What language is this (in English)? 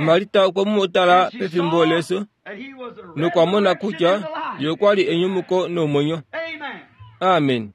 Kuanyama